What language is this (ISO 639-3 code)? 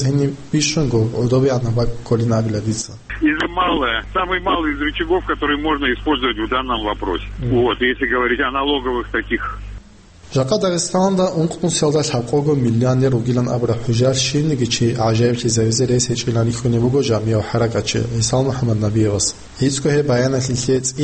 ava